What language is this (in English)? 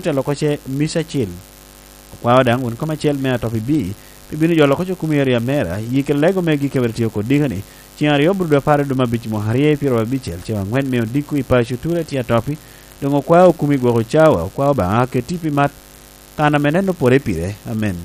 Lango (Uganda)